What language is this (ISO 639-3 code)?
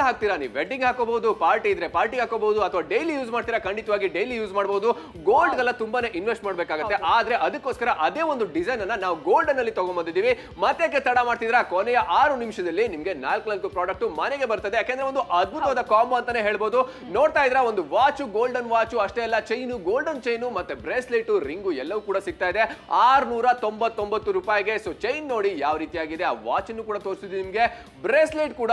kan